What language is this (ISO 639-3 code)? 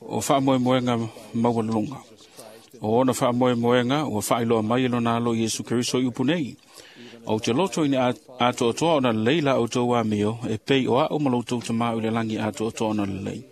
smo